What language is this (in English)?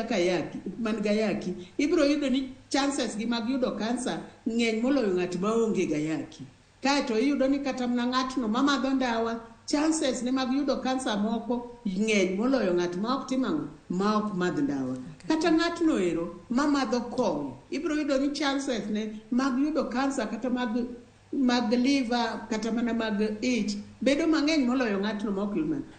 Luo (Kenya and Tanzania)